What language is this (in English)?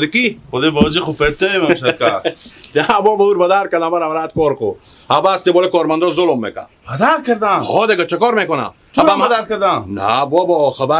Hazaragi